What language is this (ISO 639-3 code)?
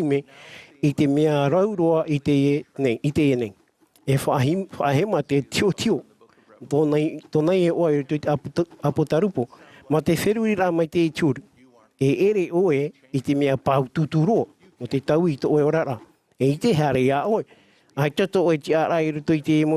tah